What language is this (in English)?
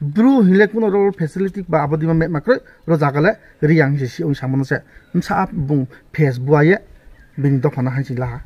Riang (India)